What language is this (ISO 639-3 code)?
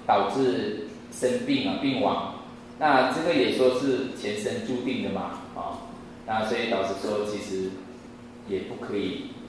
zho